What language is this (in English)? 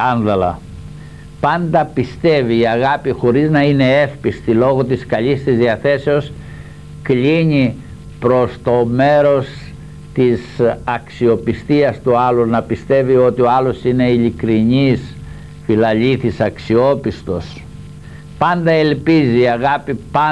Greek